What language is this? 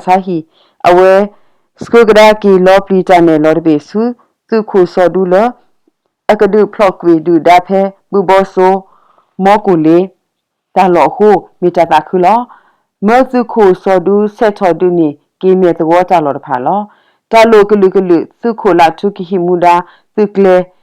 S'gaw Karen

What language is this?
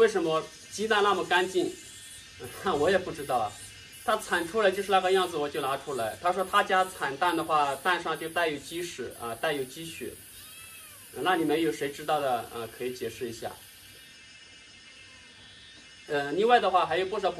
Chinese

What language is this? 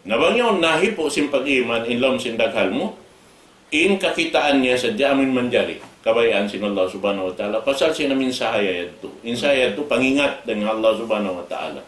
Tausug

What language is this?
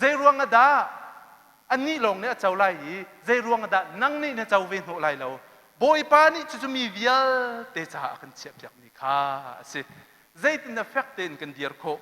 Hakha Chin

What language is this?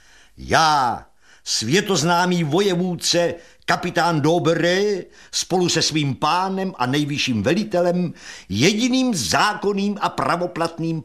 Czech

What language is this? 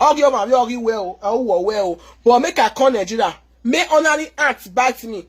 Nigerian Pidgin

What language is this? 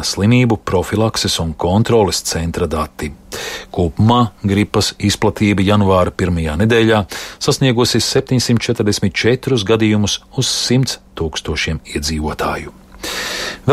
Latvian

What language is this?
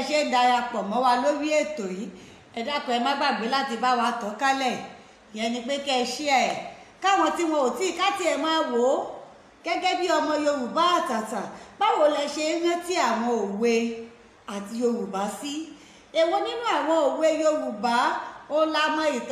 Yoruba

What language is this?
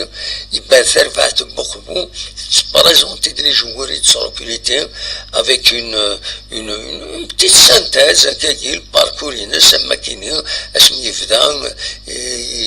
Kabyle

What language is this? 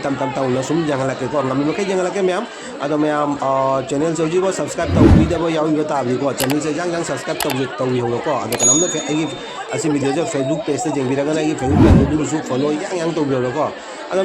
Manipuri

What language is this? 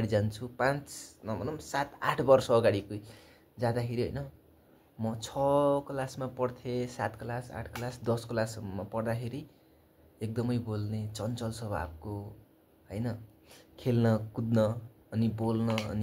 Nepali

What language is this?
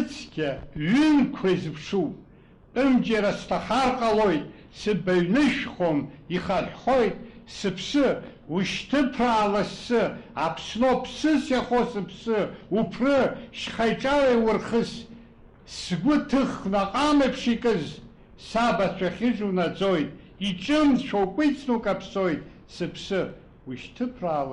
Abkhazian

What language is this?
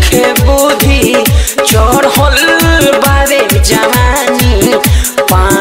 Bhojpuri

